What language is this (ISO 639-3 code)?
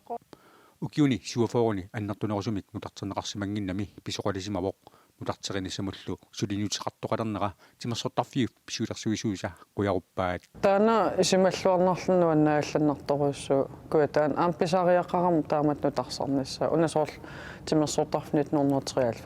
kal